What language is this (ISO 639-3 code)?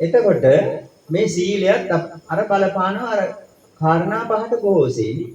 sin